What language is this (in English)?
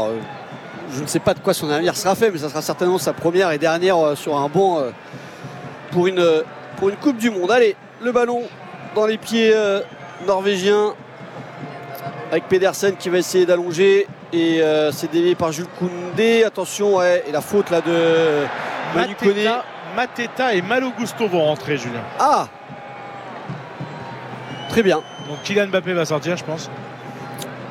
French